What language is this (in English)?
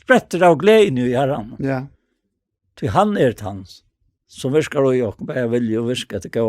Faroese